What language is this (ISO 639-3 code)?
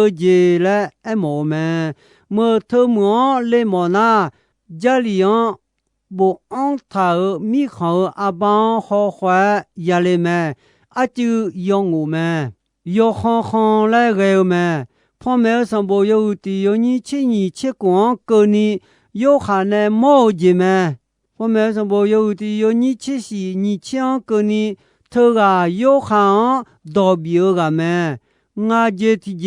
ahk